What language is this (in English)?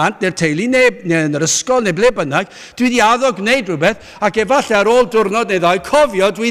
Welsh